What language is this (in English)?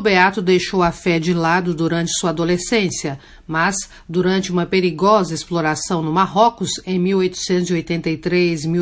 Portuguese